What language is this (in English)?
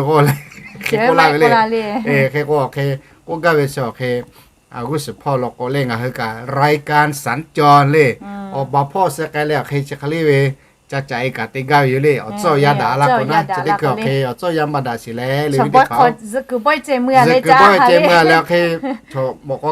Lahu